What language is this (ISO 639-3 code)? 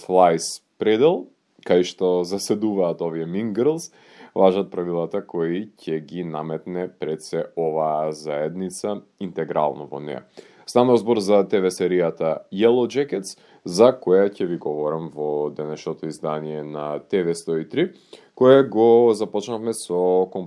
mkd